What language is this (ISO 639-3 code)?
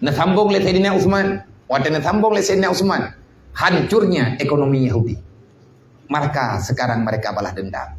ace